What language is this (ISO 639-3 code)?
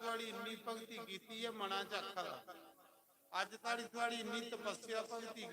doi